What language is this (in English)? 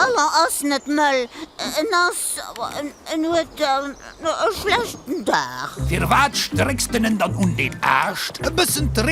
Luxembourgish